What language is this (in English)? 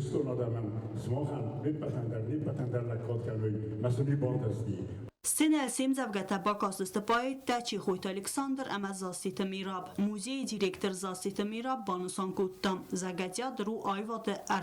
Ossetic